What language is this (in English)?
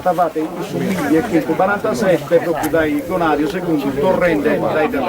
Sardinian